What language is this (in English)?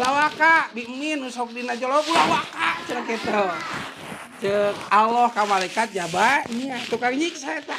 Sundanese